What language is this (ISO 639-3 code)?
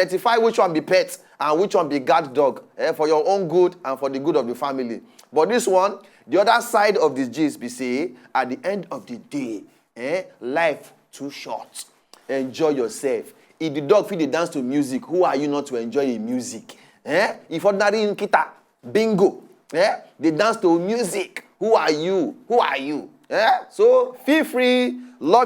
pcm